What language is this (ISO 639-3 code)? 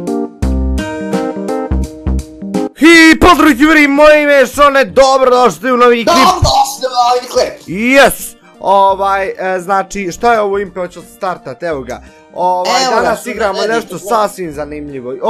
bos